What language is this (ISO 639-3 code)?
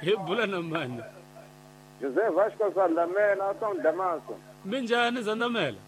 tso